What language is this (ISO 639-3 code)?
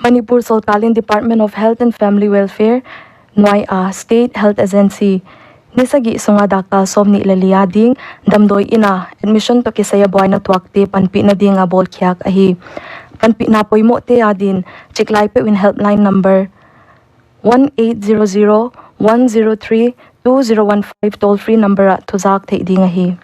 pck